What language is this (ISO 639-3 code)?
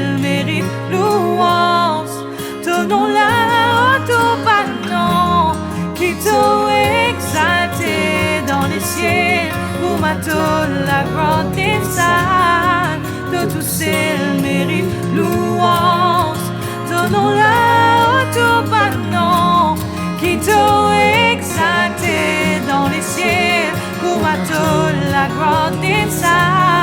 mfe